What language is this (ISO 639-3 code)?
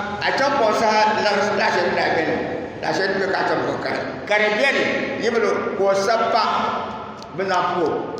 dag